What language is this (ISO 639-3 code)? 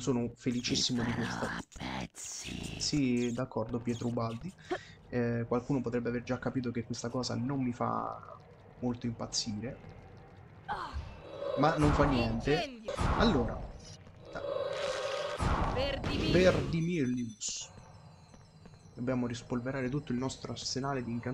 ita